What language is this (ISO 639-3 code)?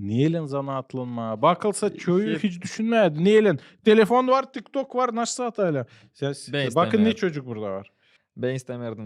gag